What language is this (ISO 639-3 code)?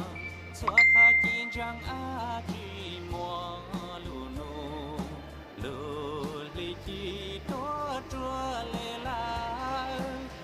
hmn